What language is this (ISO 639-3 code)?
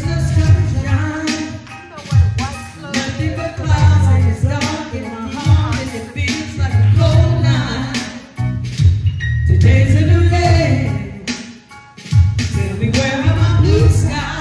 eng